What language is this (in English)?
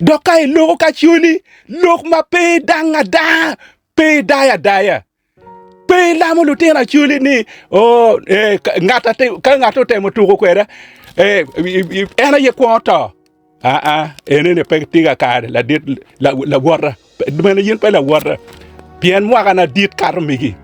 Acoli